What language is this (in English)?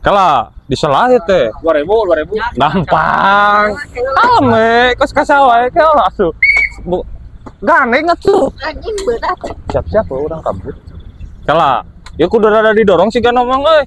Sundanese